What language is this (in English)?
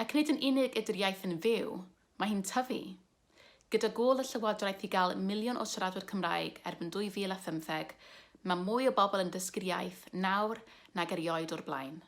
Welsh